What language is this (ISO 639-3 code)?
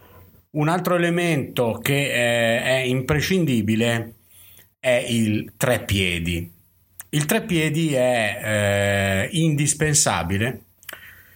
ita